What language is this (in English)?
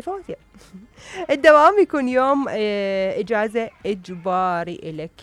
Mesopotamian Arabic